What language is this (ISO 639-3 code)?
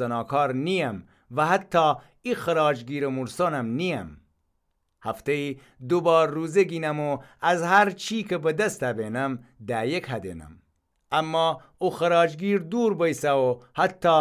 glk